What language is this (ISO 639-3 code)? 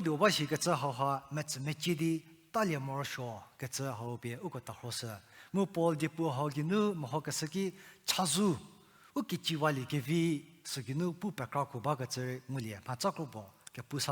njm